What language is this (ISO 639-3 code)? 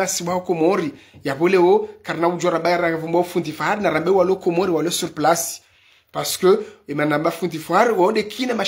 zdj